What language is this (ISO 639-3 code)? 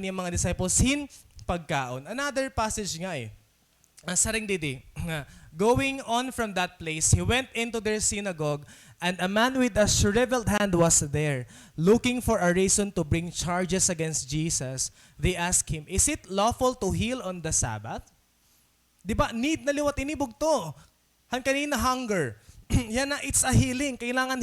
war